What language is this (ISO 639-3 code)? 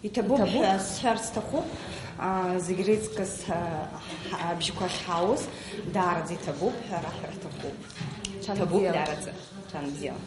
abk